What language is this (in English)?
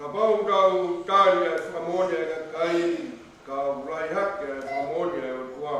Tongan